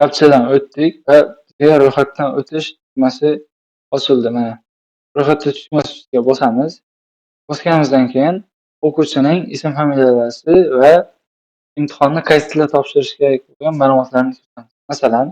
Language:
Uzbek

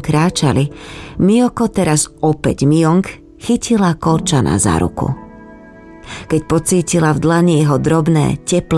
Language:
Slovak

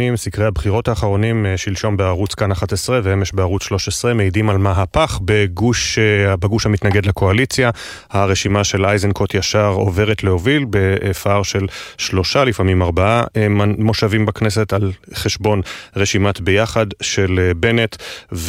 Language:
Hebrew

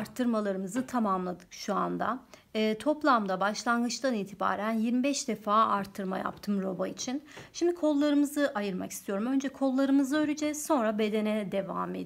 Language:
Turkish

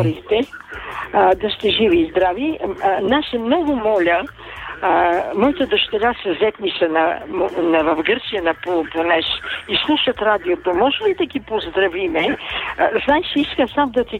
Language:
Bulgarian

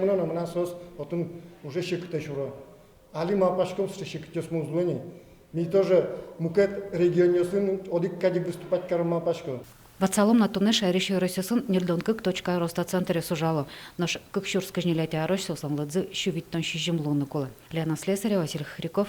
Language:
Udmurt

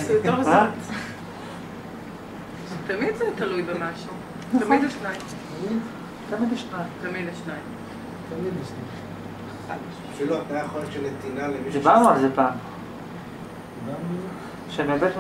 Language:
Hebrew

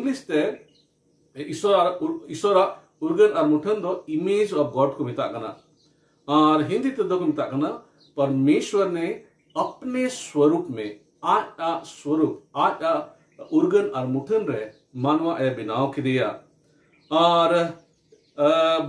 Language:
Santali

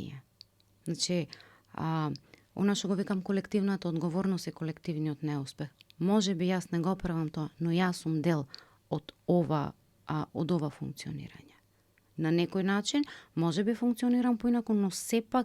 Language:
Macedonian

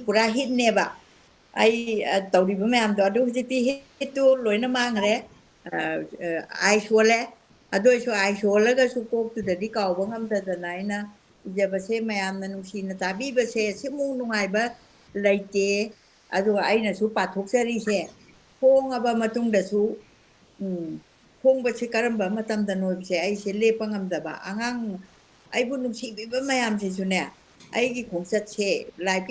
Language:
Manipuri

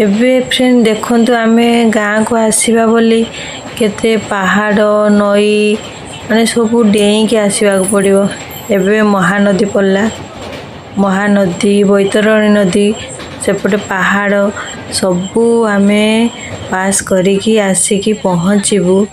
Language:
Odia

